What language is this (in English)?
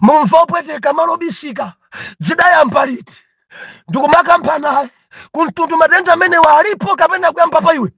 Nyanja